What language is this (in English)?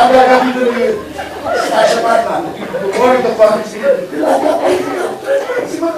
Neapolitan